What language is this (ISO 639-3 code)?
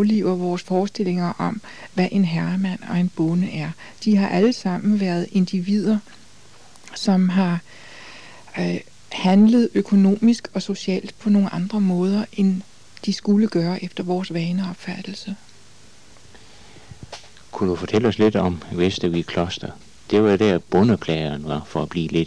dan